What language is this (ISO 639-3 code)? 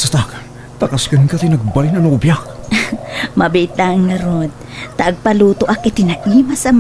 ilo